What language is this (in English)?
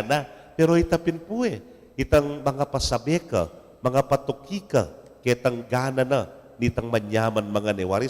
Pampanga